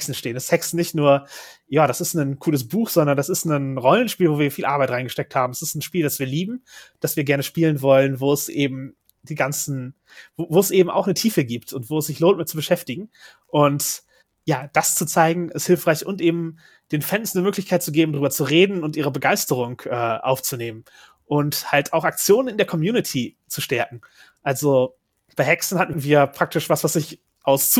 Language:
German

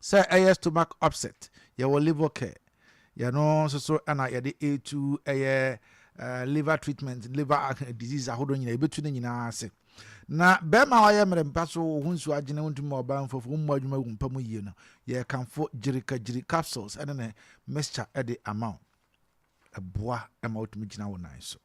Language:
Akan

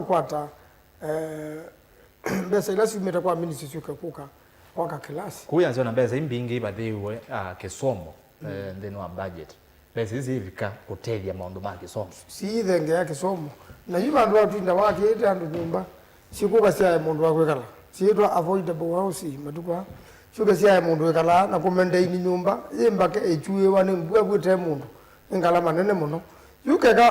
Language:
Kamba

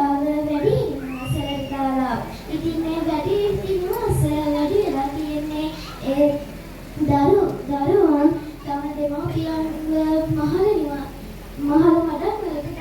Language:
Sinhala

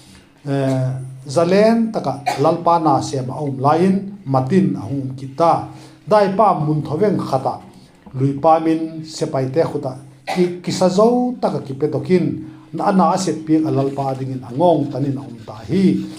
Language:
Vaiphei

